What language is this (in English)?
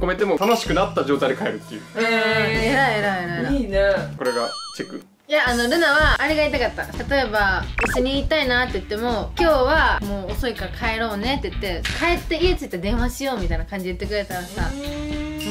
Japanese